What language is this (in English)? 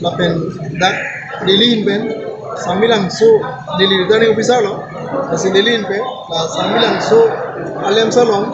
Karbi